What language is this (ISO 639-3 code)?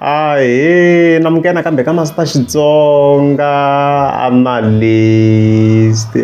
tso